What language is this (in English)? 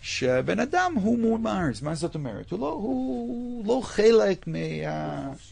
Hebrew